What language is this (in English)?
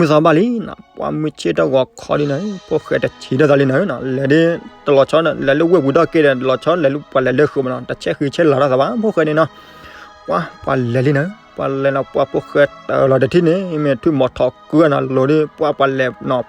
S'gaw Karen